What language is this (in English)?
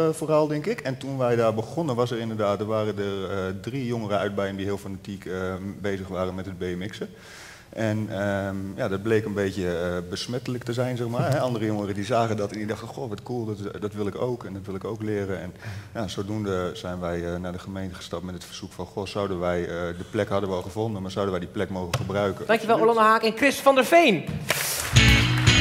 Dutch